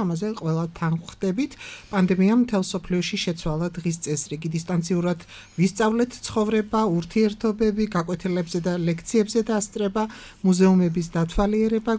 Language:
Georgian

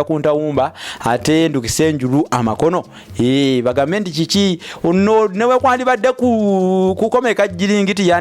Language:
Ganda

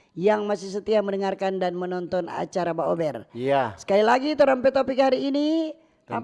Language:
Manado Malay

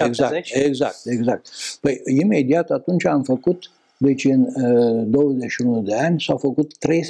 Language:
Romanian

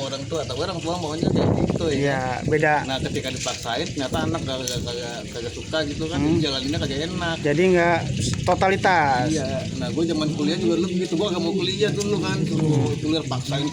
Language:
Betawi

